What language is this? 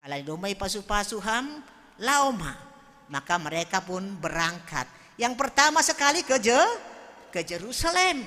Batak Simalungun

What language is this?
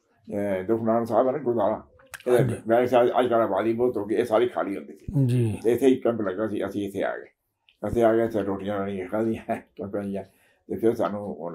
Punjabi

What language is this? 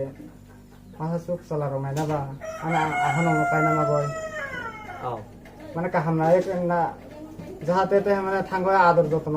Kok Borok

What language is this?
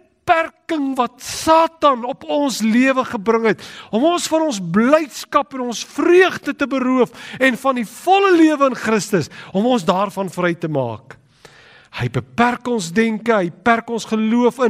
Afrikaans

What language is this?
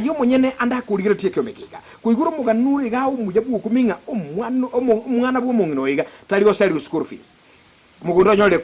Gusii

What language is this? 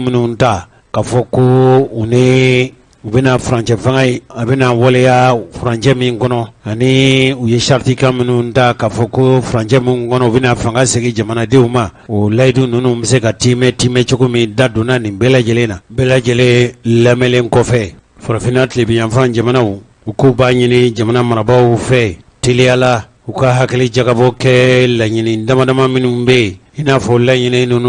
Bambara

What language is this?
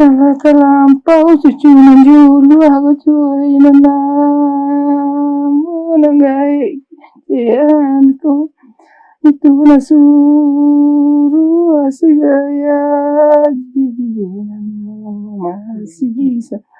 Minangkabau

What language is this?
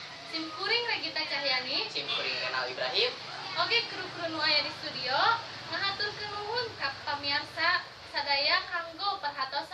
Sundanese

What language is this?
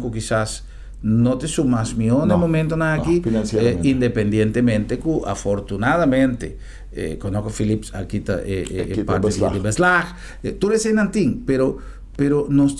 Papiamento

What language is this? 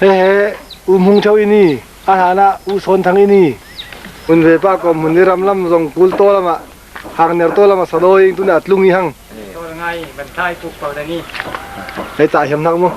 Falam Chin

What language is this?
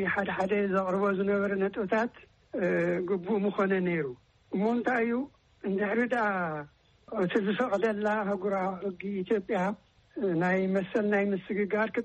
Tigrinya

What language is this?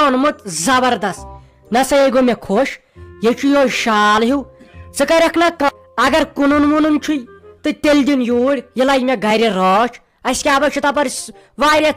Kashmiri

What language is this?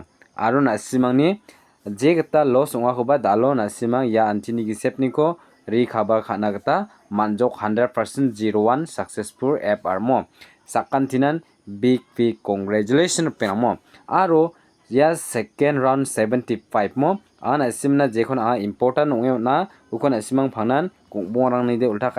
Garo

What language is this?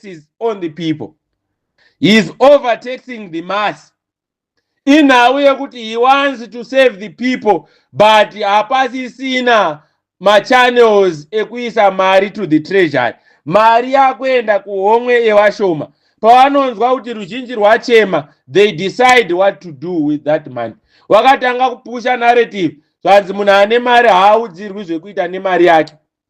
Shona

